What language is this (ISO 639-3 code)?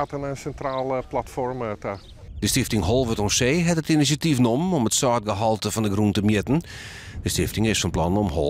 fry